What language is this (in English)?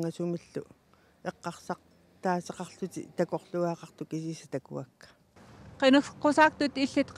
Kalaallisut